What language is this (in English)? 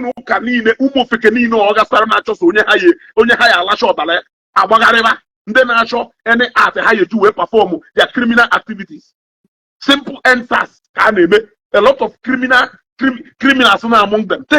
Igbo